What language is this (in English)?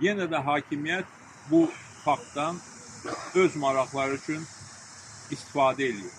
Azerbaijani